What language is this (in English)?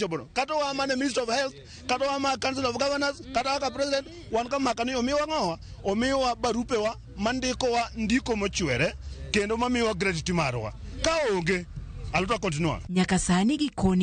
Luo (Kenya and Tanzania)